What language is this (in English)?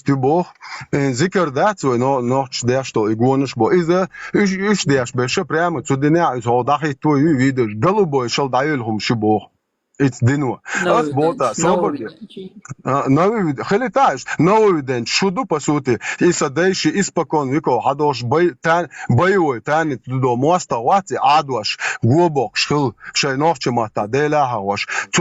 Chechen